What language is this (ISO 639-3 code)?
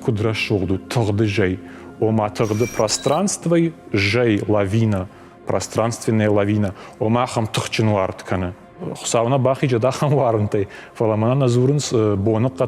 oss